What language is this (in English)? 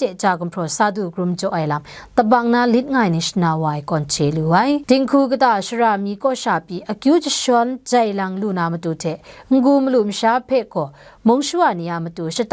Kachin